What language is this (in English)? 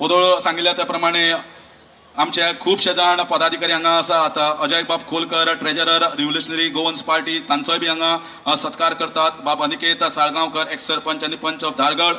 Konkani